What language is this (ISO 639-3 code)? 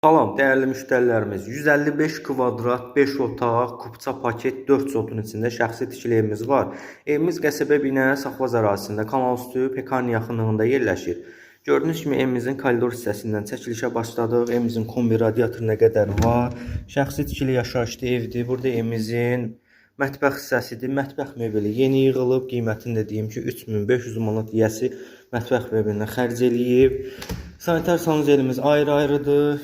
aze